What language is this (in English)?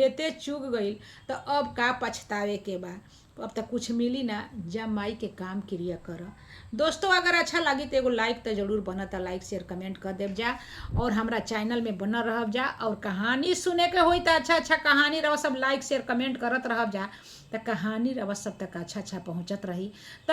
Bhojpuri